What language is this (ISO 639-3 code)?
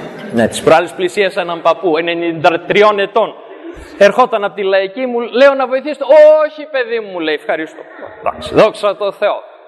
ell